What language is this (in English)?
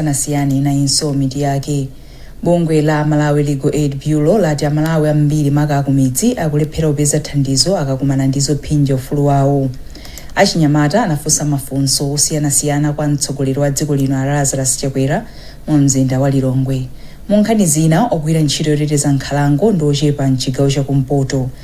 Nyanja